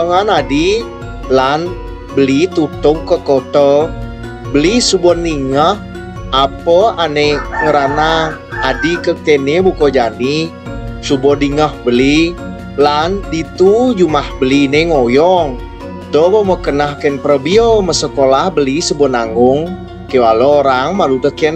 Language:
Balinese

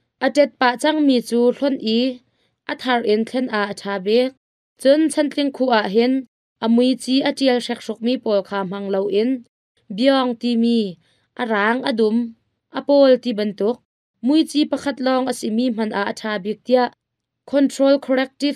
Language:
Hakha Chin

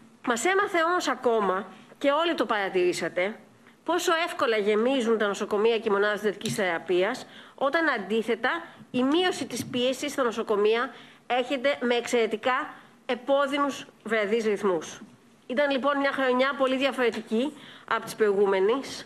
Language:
Greek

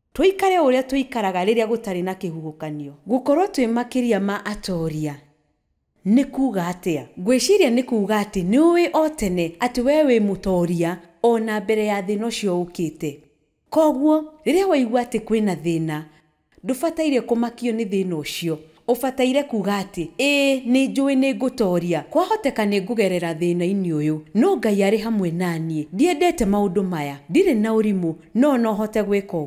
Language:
Kikuyu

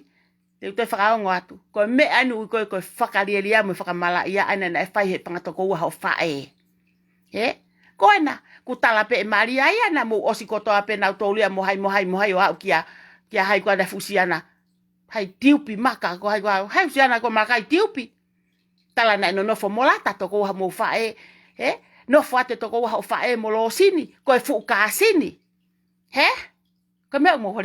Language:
Tongan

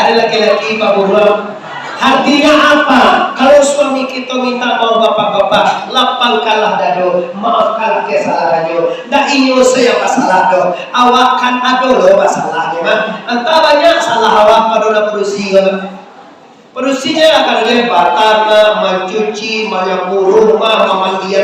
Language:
Minangkabau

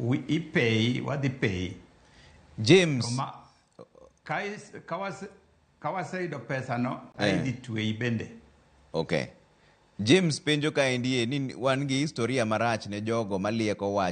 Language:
Luo (Kenya and Tanzania)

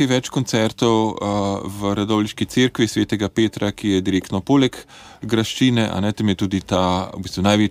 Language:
Slovenian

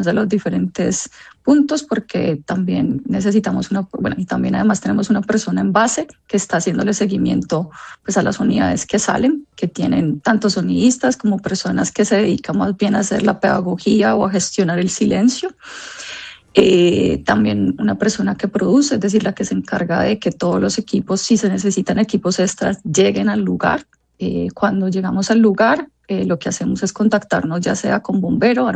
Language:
Spanish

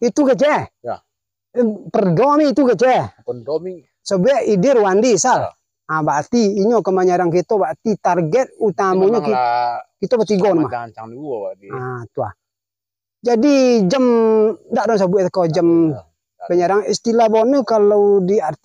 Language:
Minangkabau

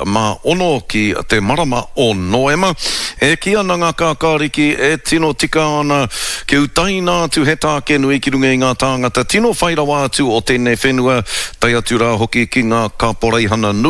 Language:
Māori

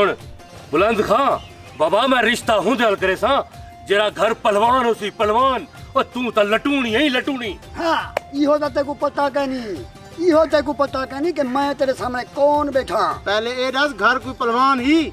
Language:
Saraiki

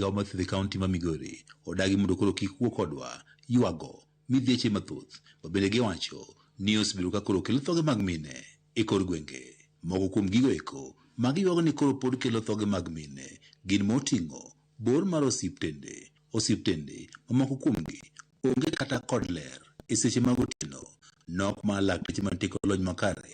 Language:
Luo (Kenya and Tanzania)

